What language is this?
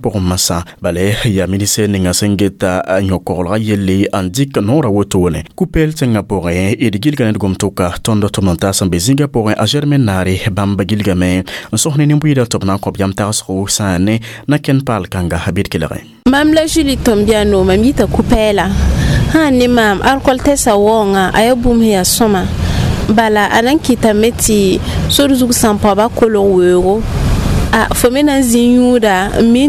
Mossi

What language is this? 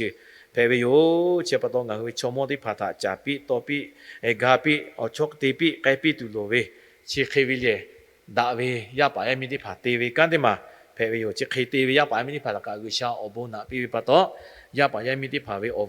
Lahu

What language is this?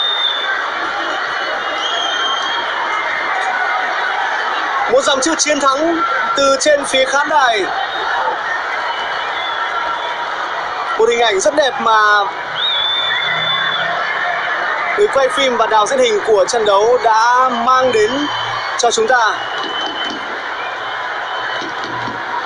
Vietnamese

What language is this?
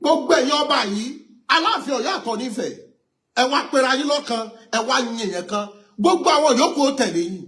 Yoruba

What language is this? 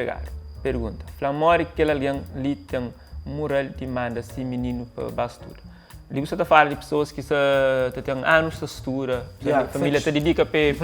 Kabuverdianu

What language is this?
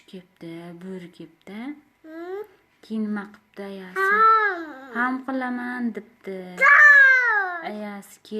Uzbek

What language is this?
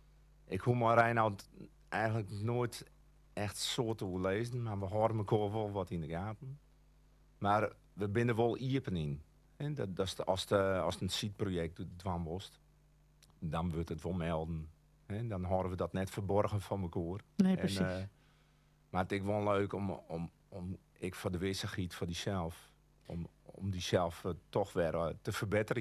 Western Frisian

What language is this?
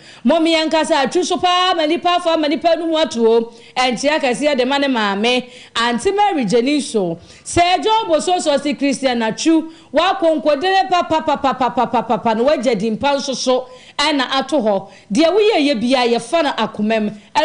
Akan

